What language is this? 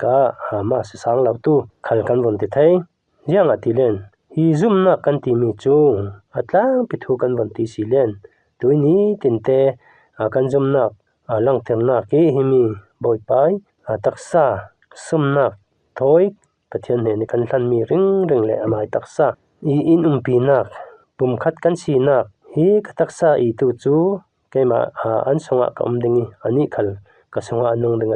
Falam Chin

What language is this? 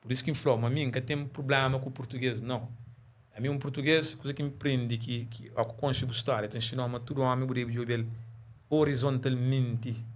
Kabuverdianu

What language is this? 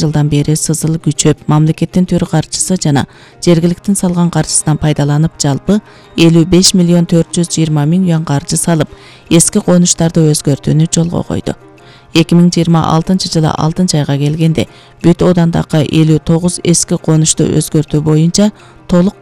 Kyrgyz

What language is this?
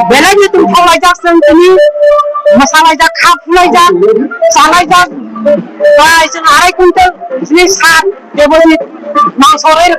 Kok Borok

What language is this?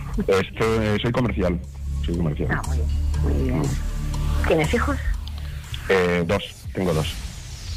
Spanish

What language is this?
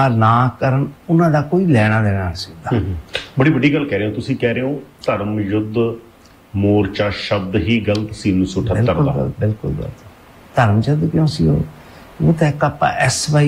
Punjabi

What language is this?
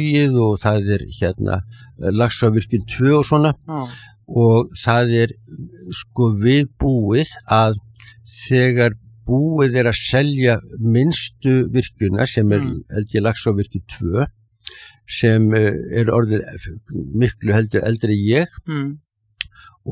Icelandic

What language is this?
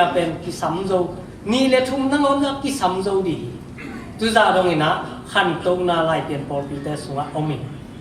Tedim Chin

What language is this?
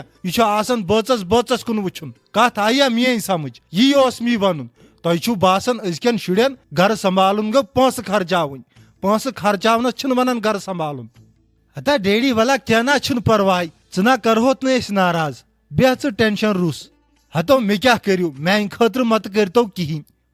Kashmiri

